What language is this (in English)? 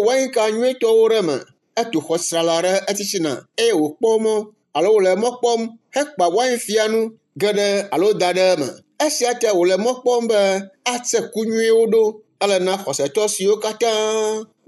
Ewe